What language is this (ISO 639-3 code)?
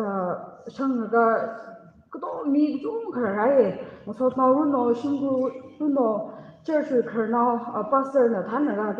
nmf